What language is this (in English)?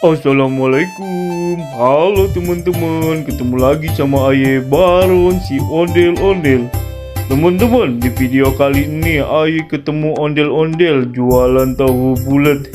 Betawi